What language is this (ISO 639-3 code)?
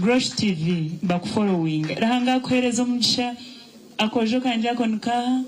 nyn